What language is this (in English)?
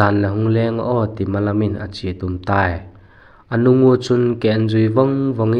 Vaiphei